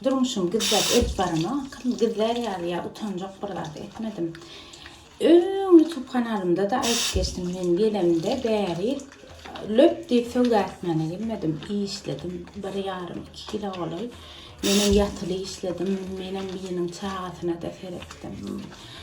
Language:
Turkmen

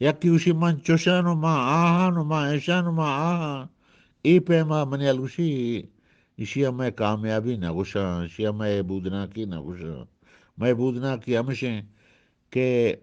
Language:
Eastern Balochi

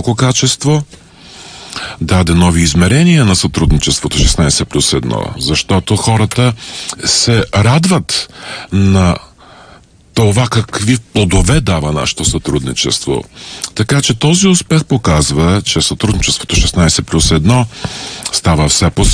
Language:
Bulgarian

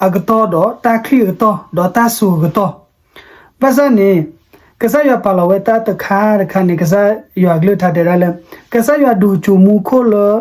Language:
S'gaw Karen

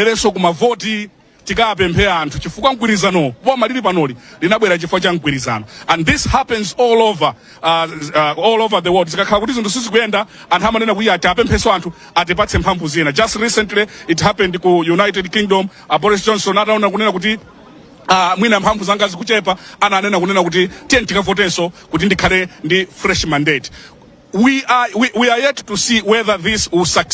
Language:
Nyanja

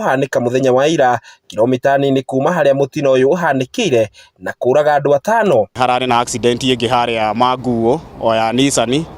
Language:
Kikuyu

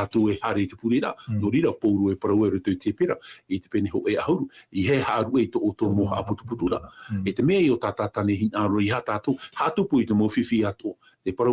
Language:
Tahitian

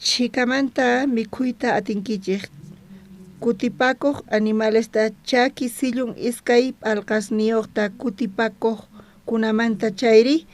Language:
South Bolivian Quechua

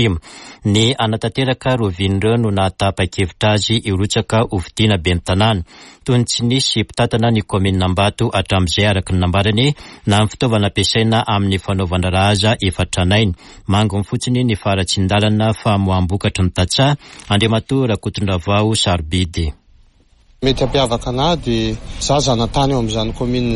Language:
Malagasy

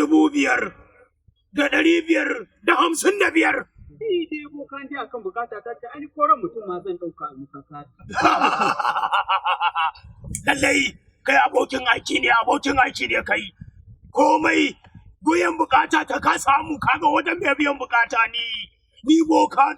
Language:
Hausa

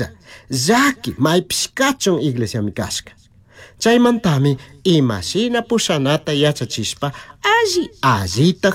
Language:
Chimborazo Highland Quichua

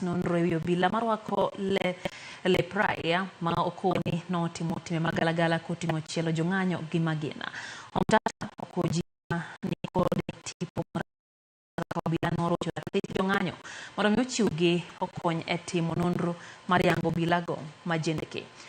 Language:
Luo (Kenya and Tanzania)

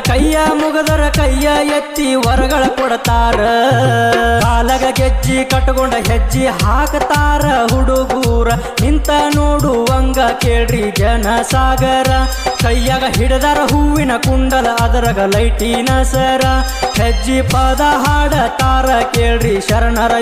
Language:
Kannada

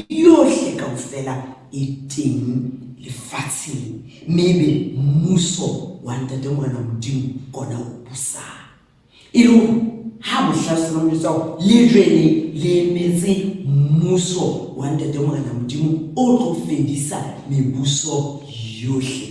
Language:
Southern Sotho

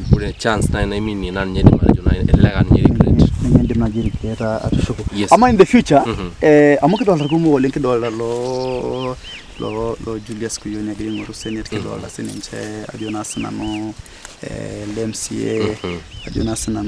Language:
Masai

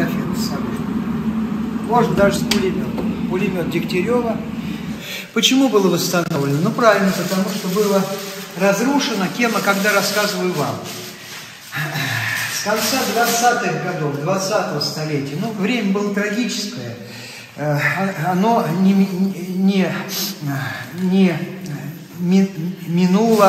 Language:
Russian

